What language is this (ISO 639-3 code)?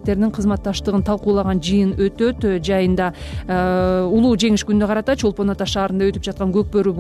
kir